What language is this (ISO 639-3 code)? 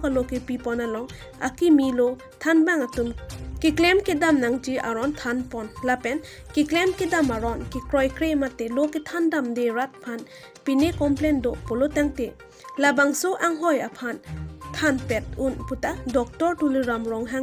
mjw